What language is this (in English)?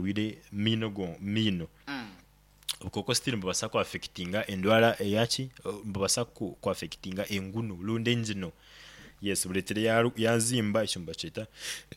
Nyoro